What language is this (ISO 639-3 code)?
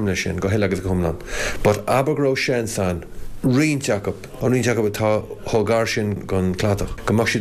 gle